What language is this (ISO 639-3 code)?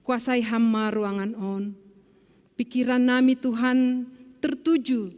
bts